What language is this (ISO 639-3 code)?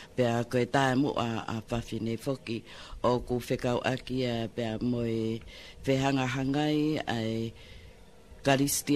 ton